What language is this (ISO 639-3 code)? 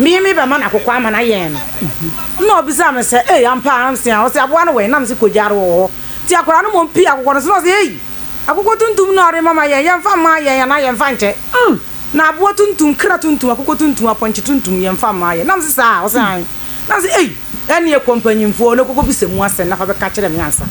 aka